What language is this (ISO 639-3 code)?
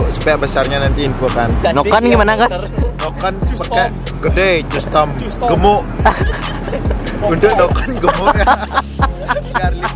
ind